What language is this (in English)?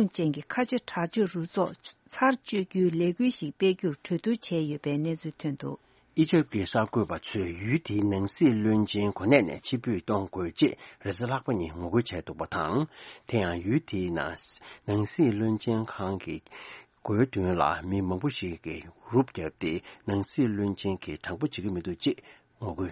Tibetan